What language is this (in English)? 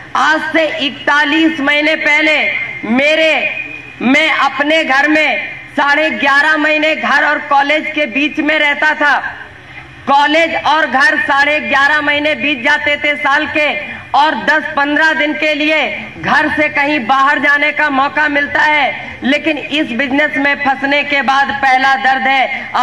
Hindi